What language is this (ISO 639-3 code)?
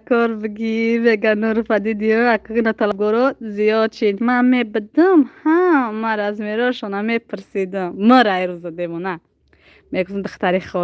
tgk